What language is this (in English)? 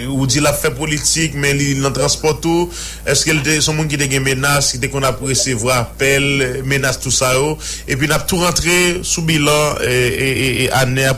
Haitian Creole